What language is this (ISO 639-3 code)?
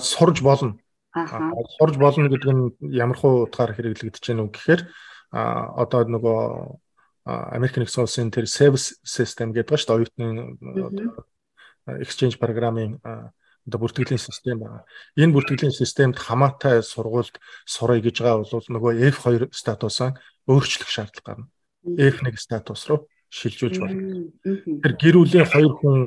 mon